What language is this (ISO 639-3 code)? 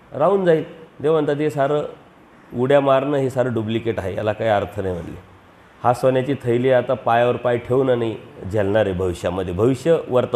mar